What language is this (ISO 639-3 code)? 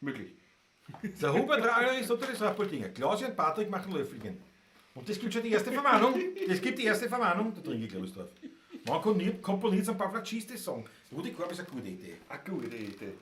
bar